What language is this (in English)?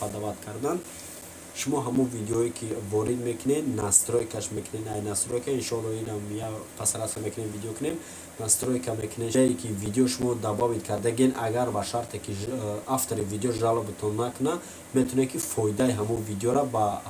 Tajik